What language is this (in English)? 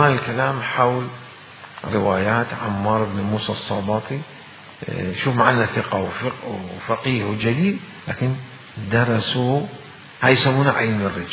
Mesopotamian Arabic